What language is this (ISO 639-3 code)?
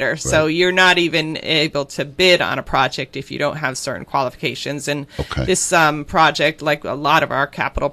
eng